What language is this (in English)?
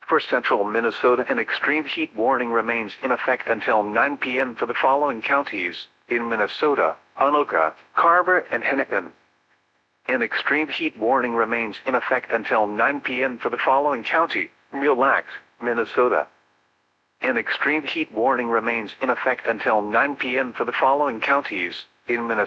English